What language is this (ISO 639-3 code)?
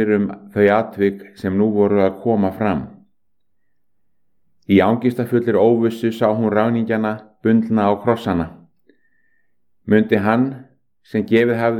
isl